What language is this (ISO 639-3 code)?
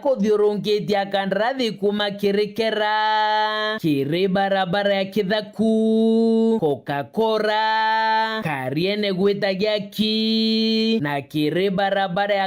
mer